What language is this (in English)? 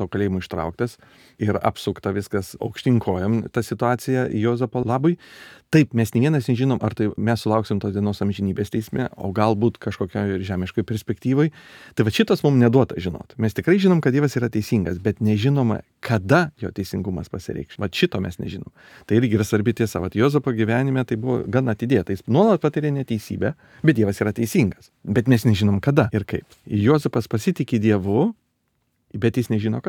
Lithuanian